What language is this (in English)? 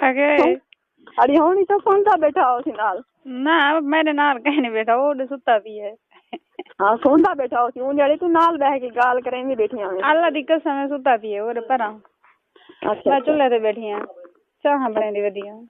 Saraiki